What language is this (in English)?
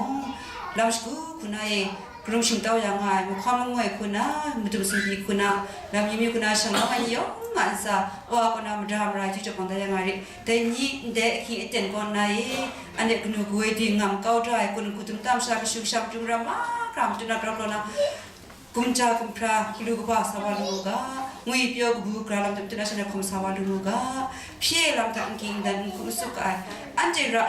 Kachin